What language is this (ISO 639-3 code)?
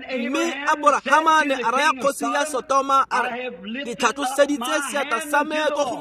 tsn